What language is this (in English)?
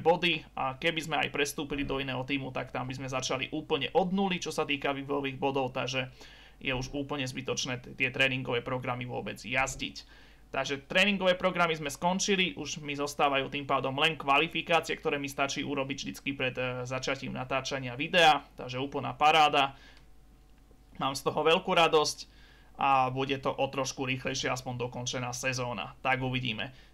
Slovak